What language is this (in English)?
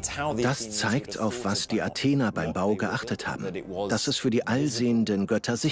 German